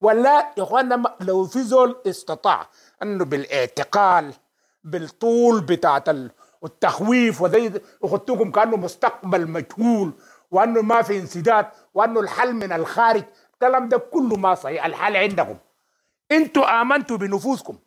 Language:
Sudanese Arabic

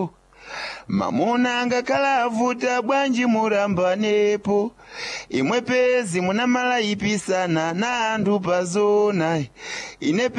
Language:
Sena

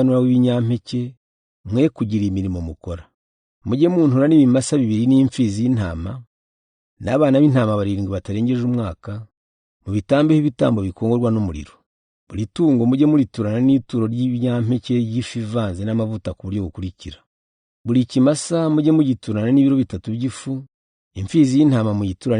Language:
Kinyarwanda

